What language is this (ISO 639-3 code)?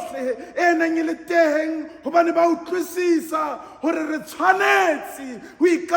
sot